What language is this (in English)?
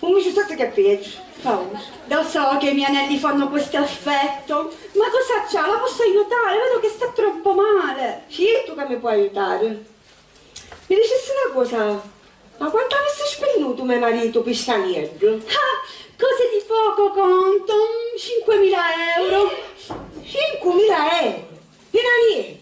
Sicilian